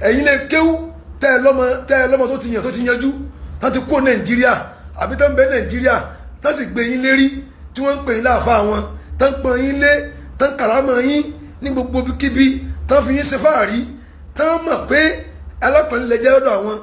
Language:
Yoruba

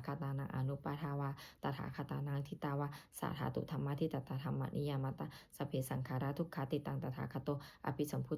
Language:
Pali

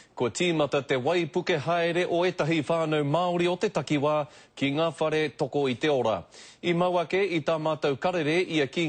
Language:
Māori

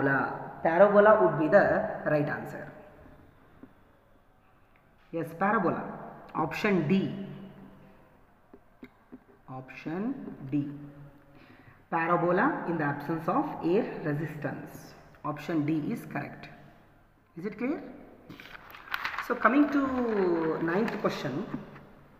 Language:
Kannada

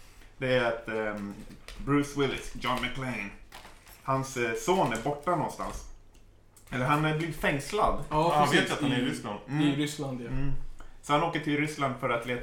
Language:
Swedish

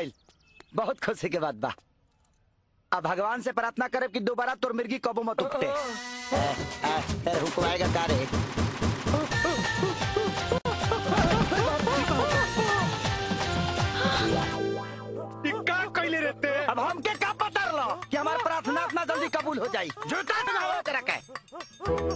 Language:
Bhojpuri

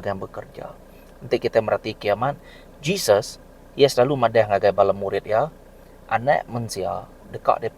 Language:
Iban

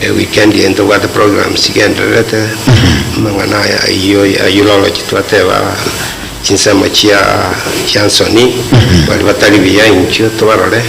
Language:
Gusii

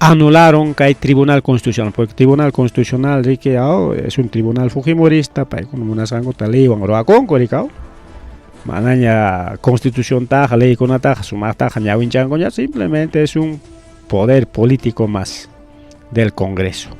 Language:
Ayacucho Quechua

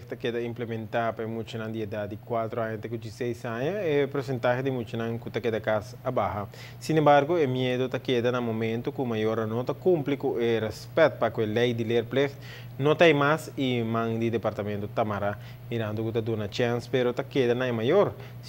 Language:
Papiamento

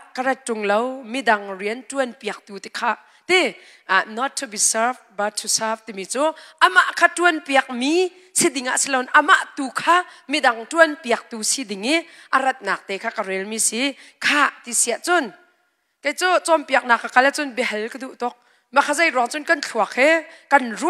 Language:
Hakha Chin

